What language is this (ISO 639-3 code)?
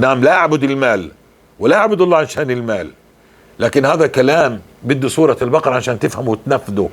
apc